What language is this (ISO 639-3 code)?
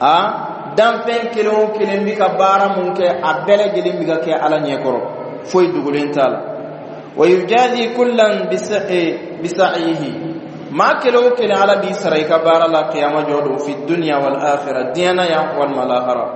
bam